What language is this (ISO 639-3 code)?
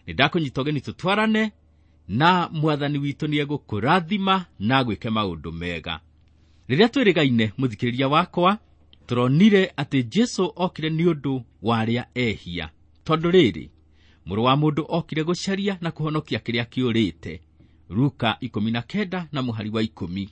kik